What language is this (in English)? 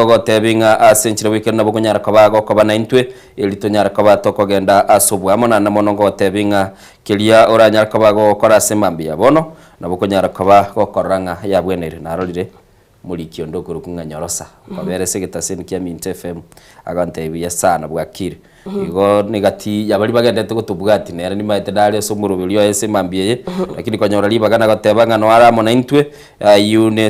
Gusii